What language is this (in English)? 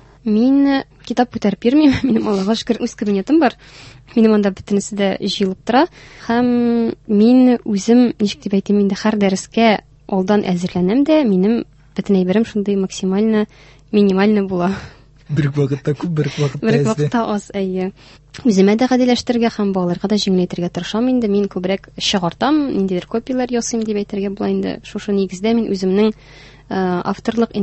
Tatar